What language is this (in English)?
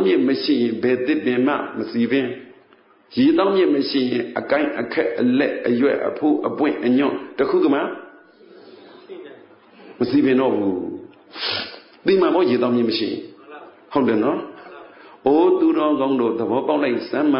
Burmese